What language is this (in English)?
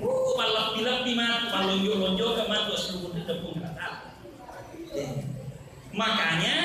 Buginese